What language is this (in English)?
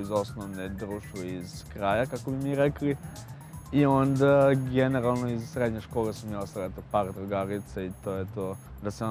Serbian